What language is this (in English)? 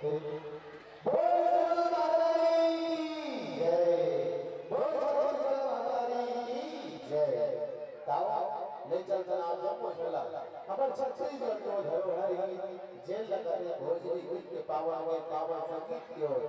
Chhattisgarhi